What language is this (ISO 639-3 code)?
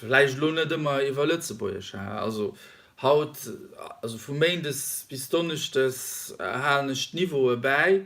ltz